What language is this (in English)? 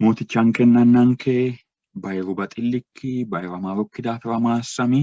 Sidamo